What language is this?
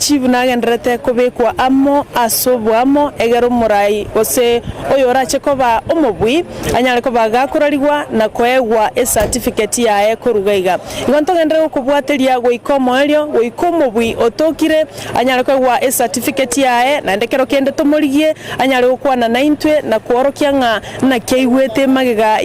Gusii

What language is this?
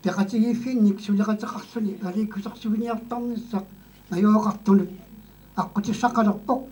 Kalaallisut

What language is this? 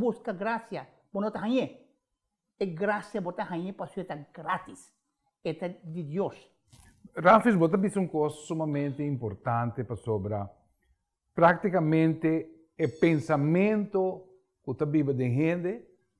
Papiamento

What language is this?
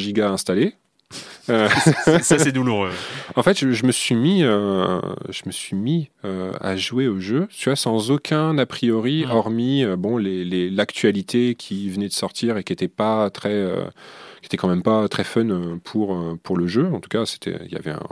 French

